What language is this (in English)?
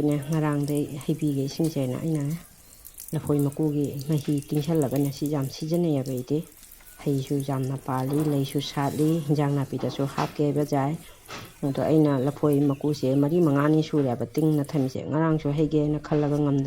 Manipuri